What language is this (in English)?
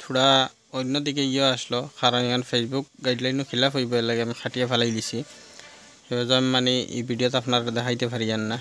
Sylheti